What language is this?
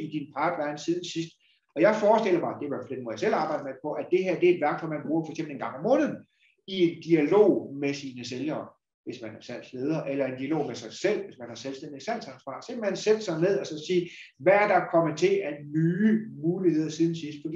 Danish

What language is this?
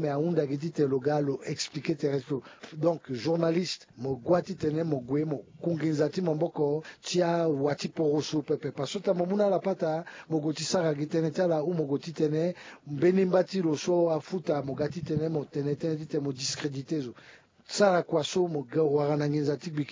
Sango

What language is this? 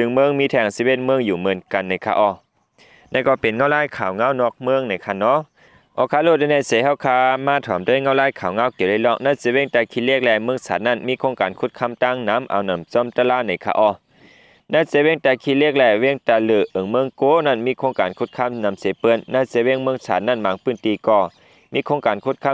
Lao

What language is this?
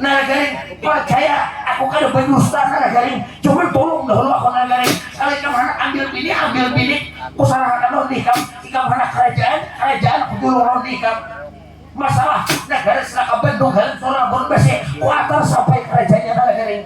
Banjar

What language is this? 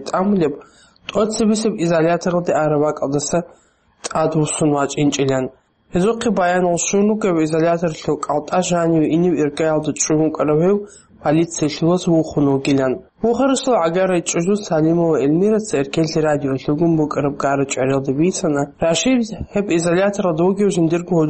Avaric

